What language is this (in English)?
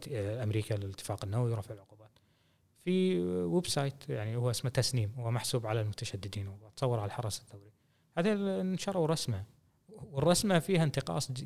Gulf Arabic